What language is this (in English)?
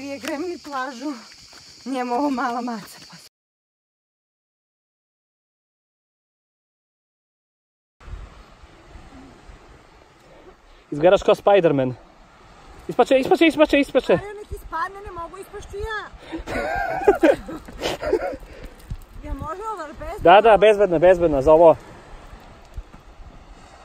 Serbian